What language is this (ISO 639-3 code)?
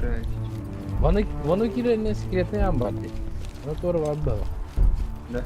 sah